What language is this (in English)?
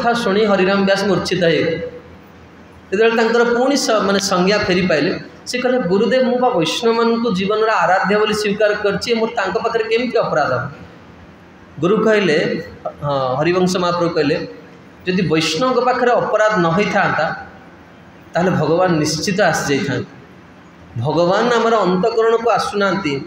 Odia